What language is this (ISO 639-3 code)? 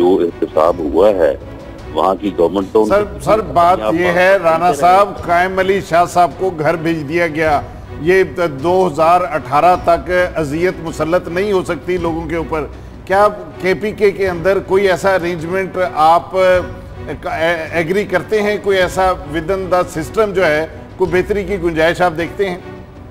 urd